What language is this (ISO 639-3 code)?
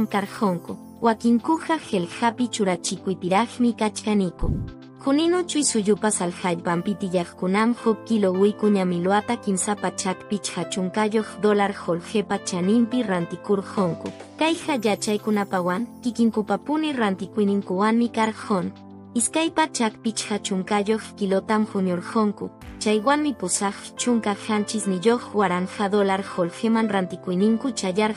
que